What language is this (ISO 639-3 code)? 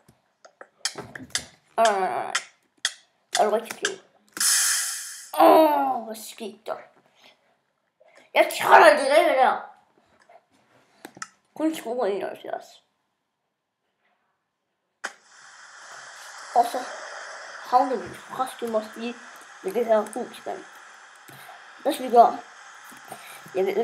dan